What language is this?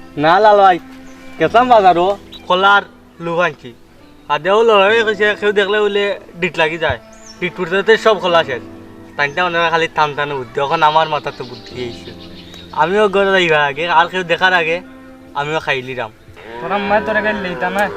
Sylheti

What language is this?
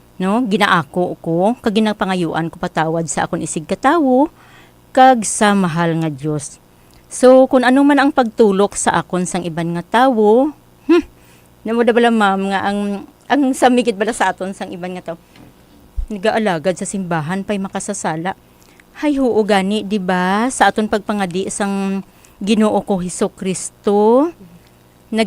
Hiligaynon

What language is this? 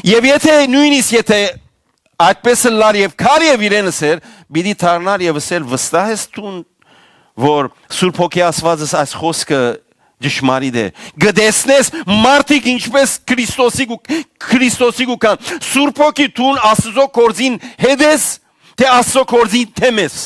Western Armenian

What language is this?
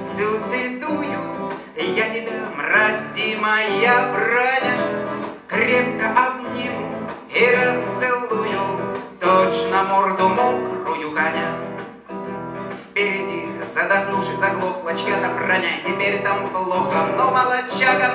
Russian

